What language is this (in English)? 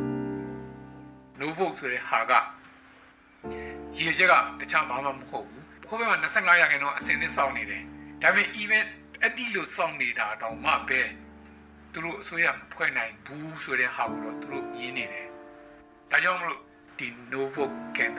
Burmese